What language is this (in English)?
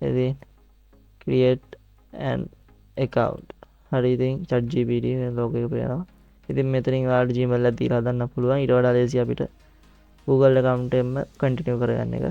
Sinhala